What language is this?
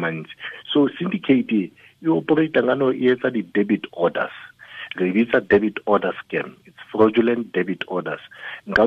Southern Sotho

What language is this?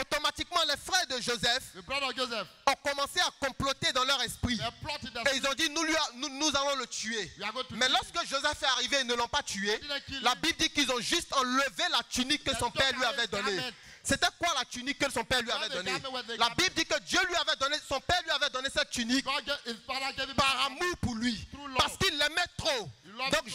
French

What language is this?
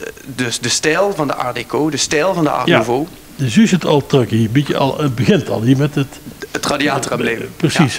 Limburgish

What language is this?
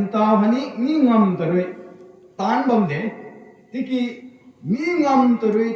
Rongmei Naga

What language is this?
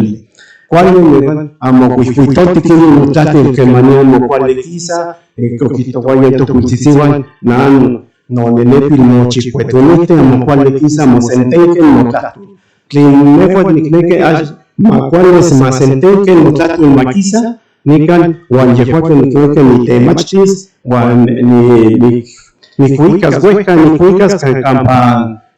Central Nahuatl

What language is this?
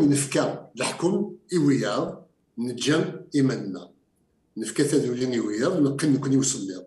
Kabyle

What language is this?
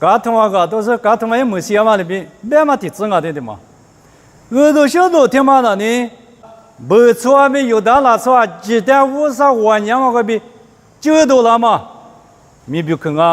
Lisu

